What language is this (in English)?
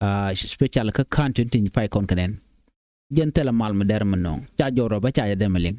Nuer